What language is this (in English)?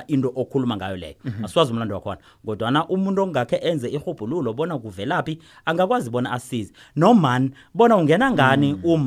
South Ndebele